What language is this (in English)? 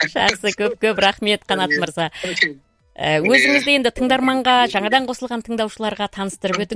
Kazakh